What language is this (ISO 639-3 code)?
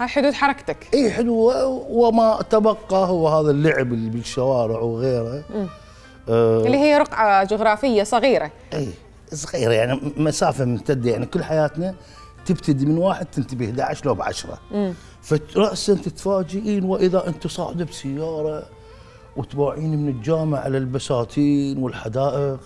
acm